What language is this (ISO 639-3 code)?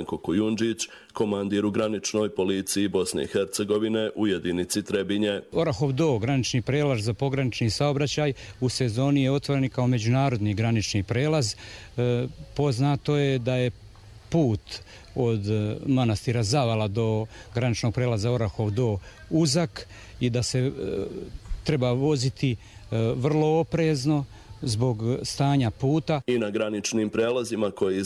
srp